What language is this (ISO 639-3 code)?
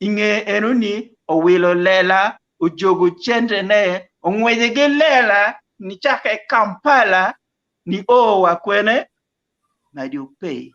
ach